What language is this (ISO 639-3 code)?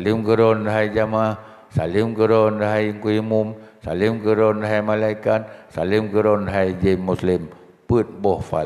ace